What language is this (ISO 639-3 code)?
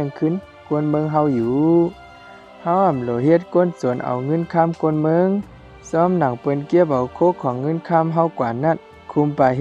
shn